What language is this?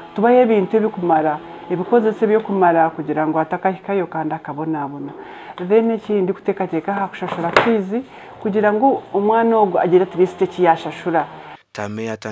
Nyankole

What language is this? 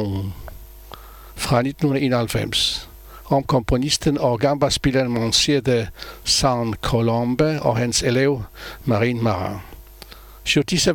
Danish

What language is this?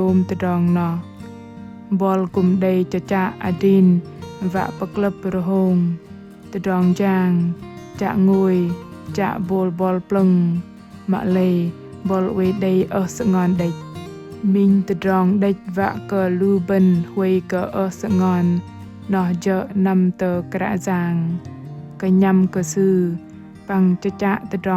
Bahnar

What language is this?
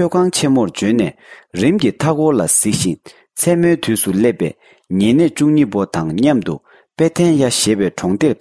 Tibetan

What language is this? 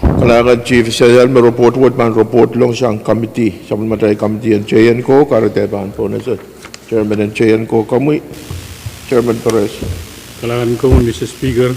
Pohnpeian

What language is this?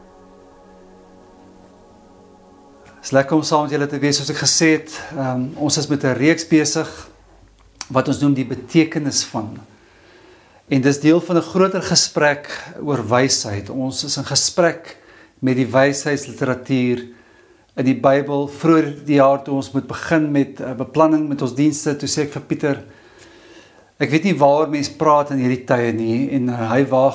Afrikaans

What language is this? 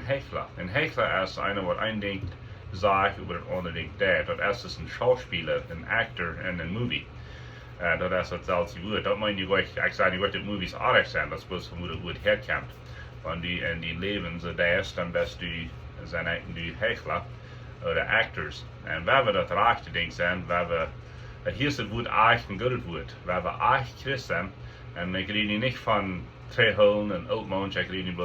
Plautdietsch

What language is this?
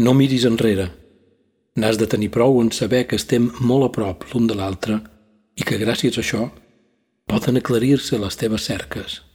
Catalan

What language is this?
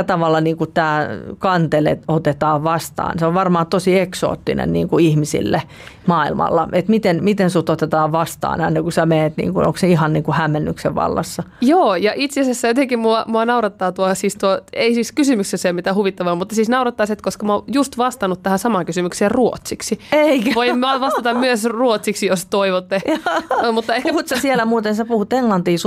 Finnish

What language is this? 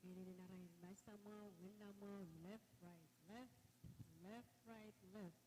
Pohnpeian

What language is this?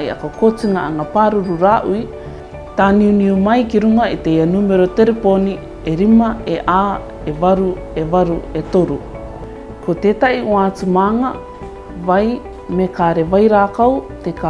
Rarotongan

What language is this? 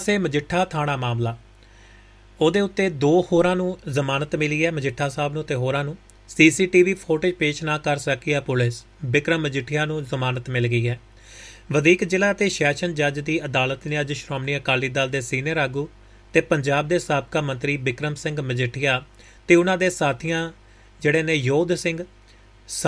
Punjabi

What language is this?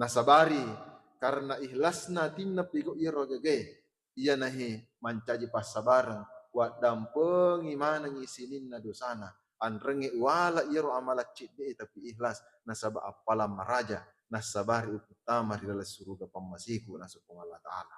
Buginese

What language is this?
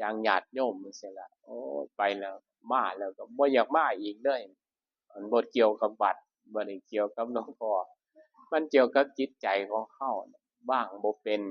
Lao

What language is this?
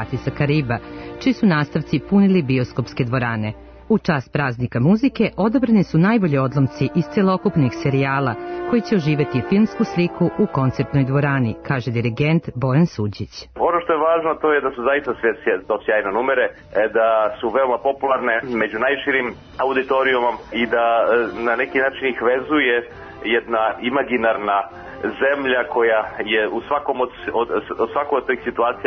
Serbian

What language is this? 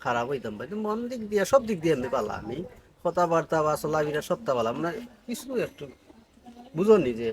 Sylheti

